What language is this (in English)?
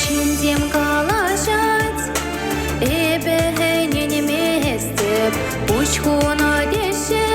Chuvash